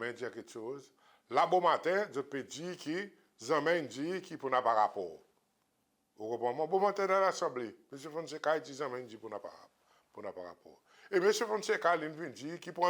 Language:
Seselwa Creole French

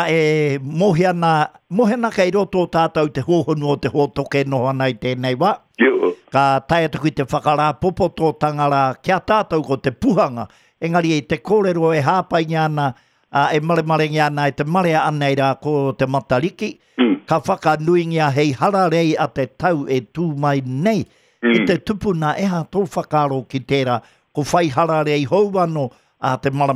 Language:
Māori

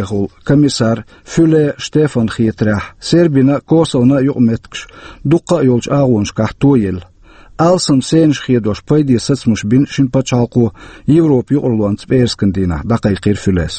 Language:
Chechen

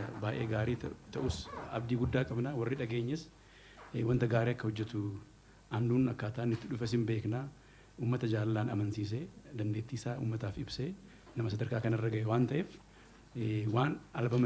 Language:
Oromo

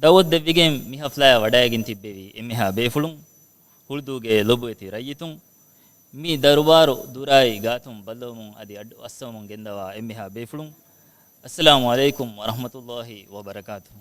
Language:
Divehi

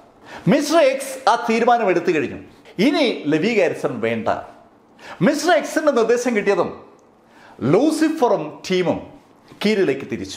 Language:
Malayalam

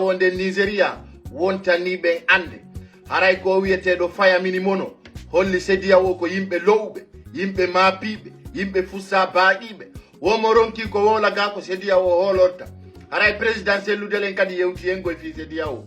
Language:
Fula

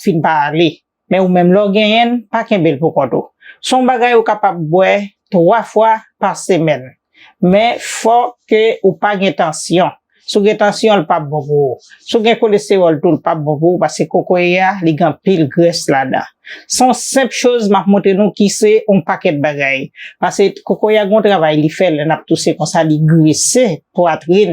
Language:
Haitian Creole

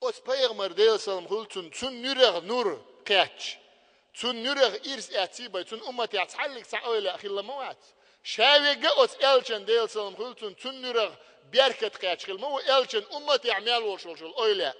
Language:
Chechen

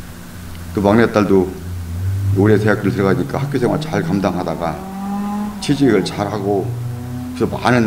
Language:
Korean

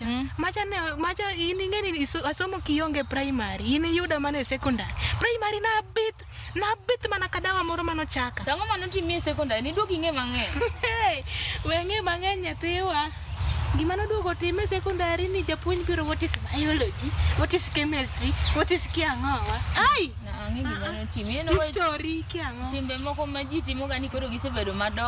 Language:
Luo (Kenya and Tanzania)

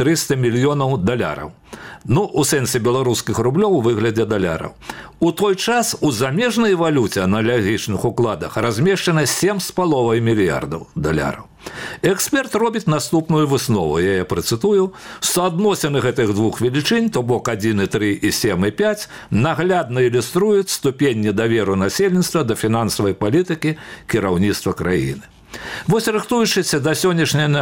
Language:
Belarusian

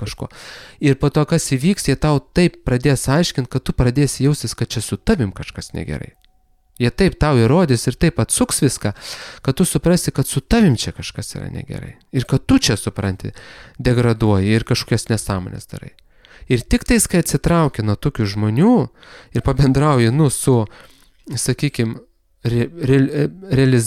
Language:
Lithuanian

